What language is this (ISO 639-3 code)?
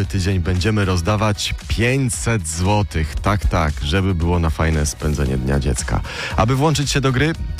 pol